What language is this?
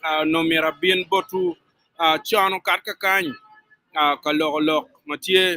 Acoli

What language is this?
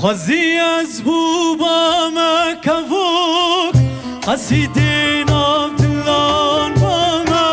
Kurdish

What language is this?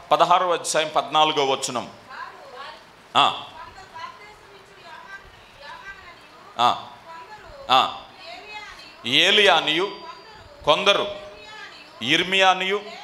Telugu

